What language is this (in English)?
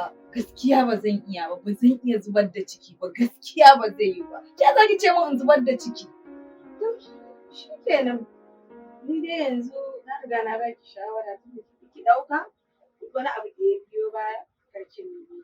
Hausa